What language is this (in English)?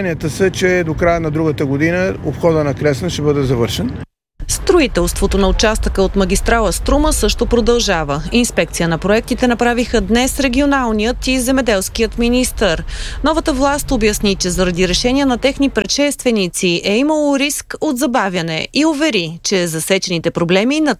Bulgarian